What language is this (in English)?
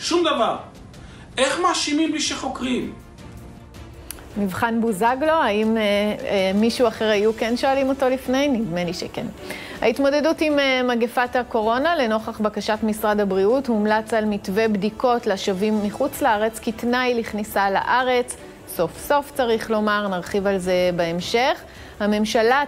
Hebrew